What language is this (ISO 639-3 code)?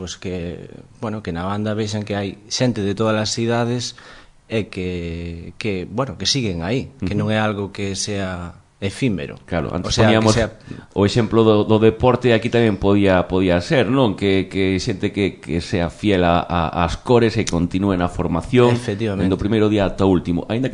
glg